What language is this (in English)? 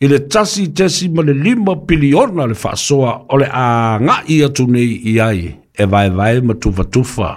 Samoan